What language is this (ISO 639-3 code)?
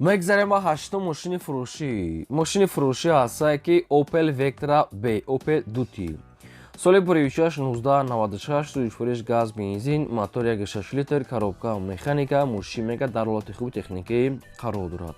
tgk